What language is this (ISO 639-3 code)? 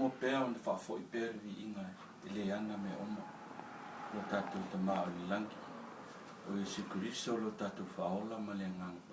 smo